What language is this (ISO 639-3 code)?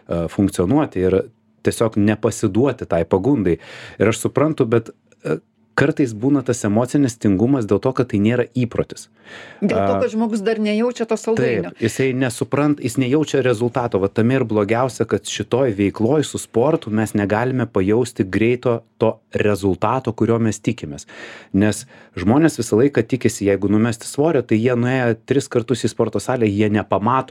lit